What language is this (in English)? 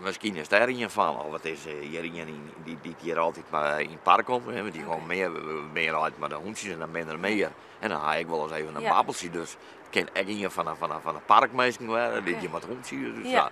Western Frisian